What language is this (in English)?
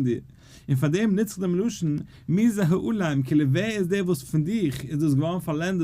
Yiddish